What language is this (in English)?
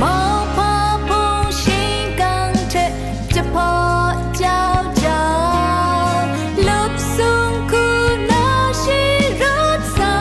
Kachin